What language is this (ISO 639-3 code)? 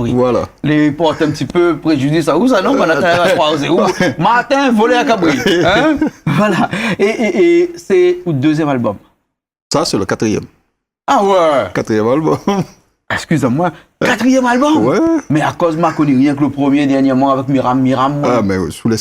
rcf